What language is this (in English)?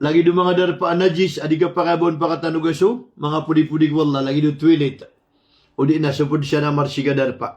Maranao